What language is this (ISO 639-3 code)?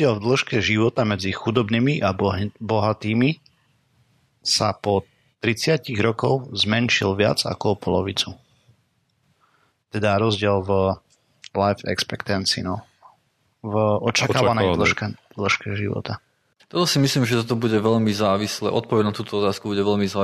slk